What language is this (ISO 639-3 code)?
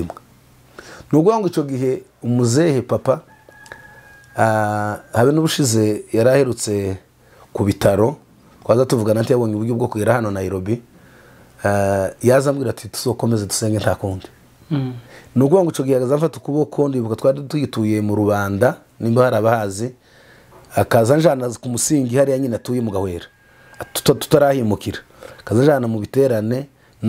kin